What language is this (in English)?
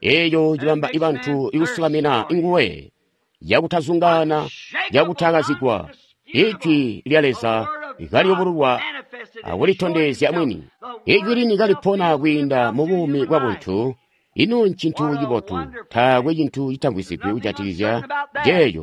Tonga (Zambia)